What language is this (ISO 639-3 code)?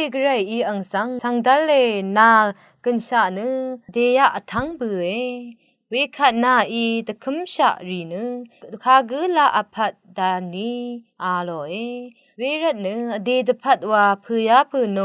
raw